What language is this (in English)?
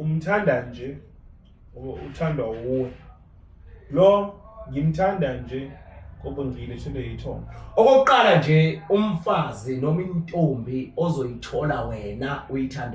Zulu